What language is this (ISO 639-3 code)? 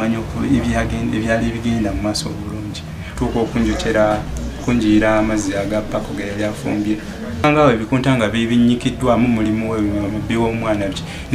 lug